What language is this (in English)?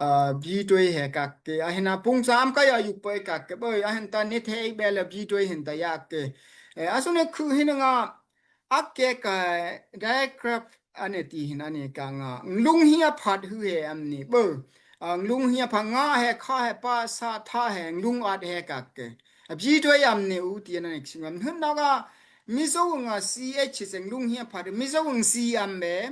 Daai Chin